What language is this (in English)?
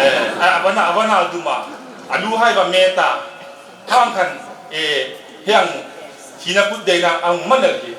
Hmar